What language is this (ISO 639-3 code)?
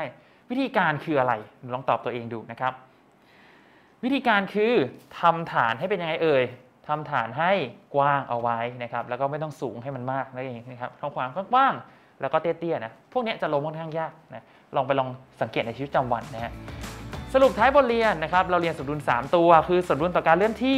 tha